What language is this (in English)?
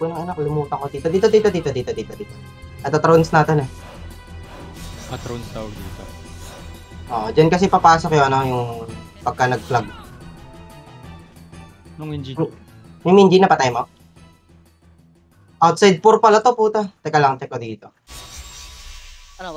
Filipino